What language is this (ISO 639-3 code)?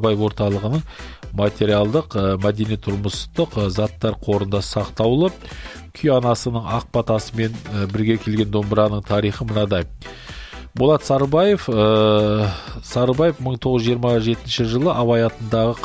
kaz